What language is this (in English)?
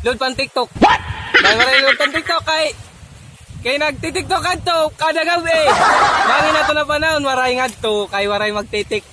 Waray